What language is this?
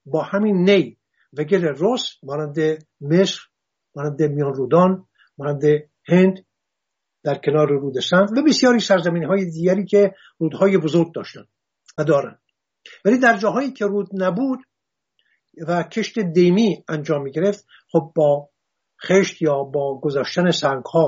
Persian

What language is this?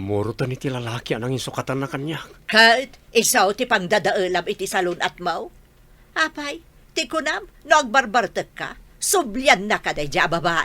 Iloko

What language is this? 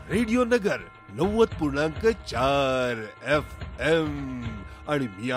Marathi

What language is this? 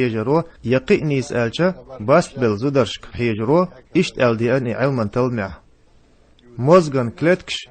Chechen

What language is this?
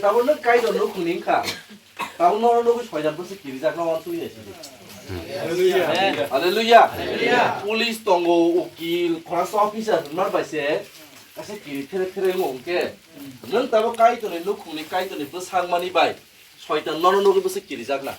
Kok Borok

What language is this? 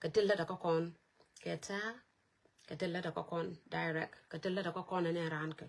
Nuer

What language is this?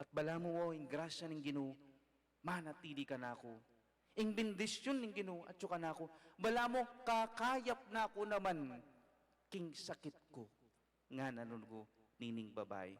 Pampanga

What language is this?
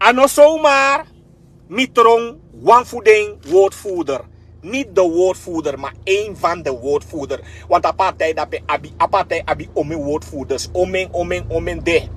Sranan Tongo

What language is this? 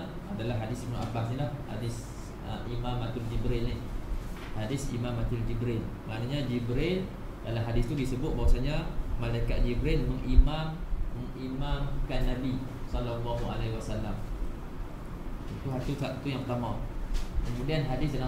Malay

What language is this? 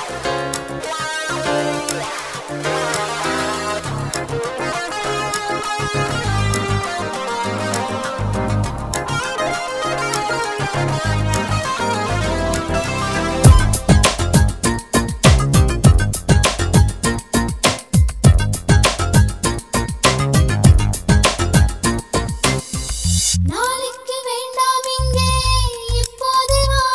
Tamil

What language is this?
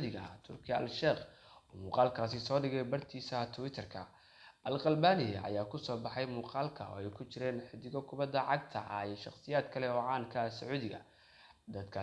Somali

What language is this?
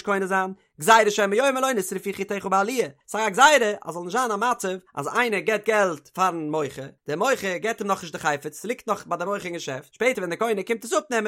Yiddish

